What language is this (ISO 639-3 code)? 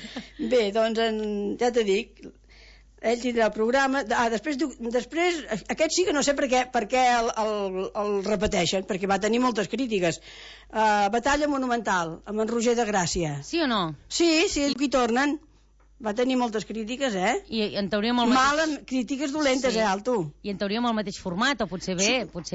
cat